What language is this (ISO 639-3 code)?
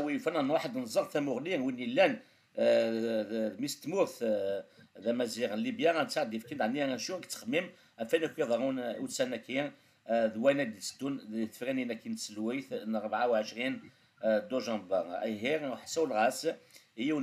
kab